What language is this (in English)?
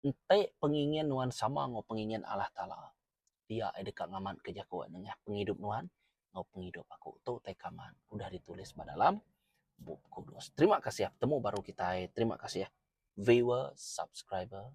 Iban